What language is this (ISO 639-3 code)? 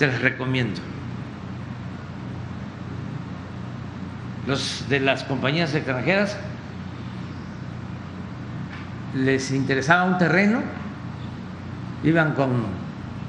spa